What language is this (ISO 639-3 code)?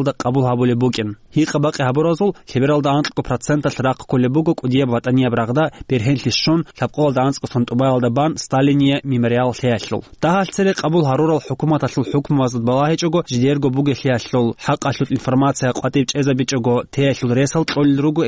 ava